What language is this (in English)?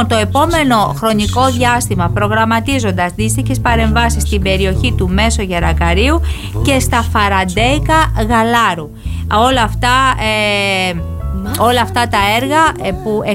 Greek